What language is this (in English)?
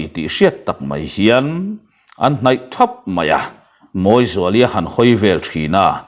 Mizo